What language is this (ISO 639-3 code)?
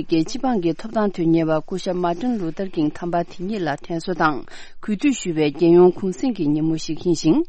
bod